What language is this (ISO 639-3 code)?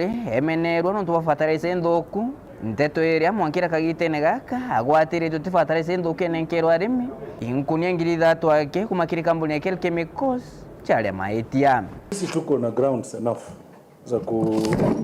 mer